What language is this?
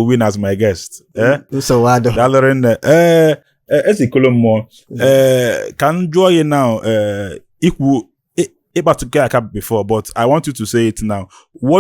Igbo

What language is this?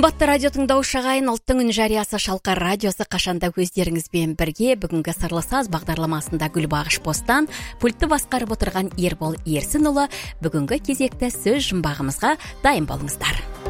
Kazakh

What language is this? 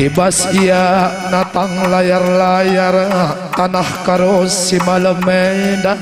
Batak Karo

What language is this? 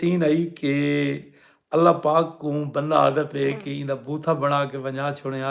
Saraiki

